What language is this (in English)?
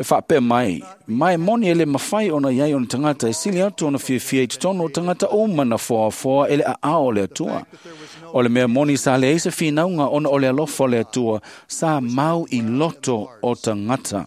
Samoan